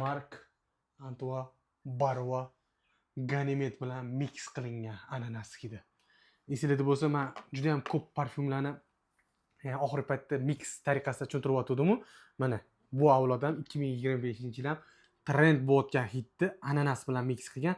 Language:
Uzbek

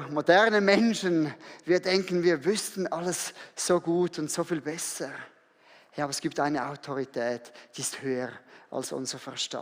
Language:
Swiss German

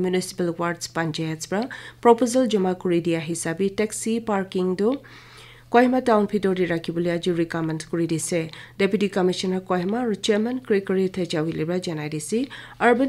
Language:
Naga Pidgin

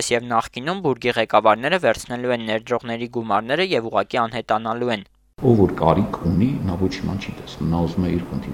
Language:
Armenian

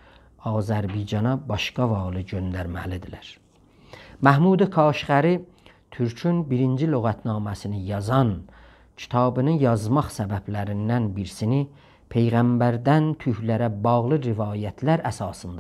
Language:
South Azerbaijani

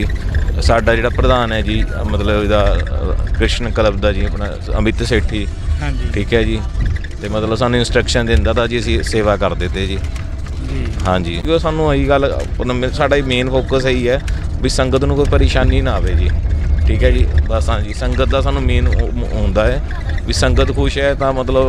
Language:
Punjabi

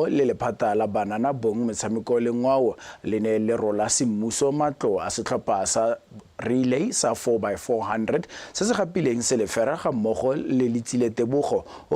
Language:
Tswana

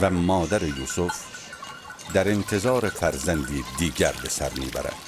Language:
Tajik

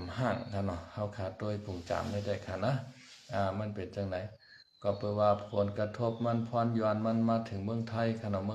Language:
Shan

